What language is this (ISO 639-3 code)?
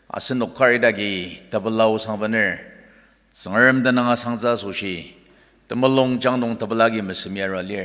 njo